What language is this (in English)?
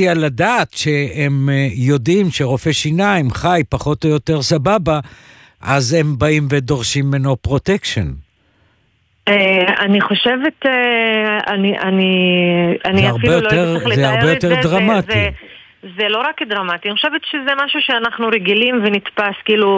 Hebrew